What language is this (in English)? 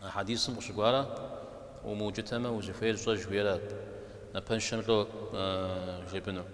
Kabardian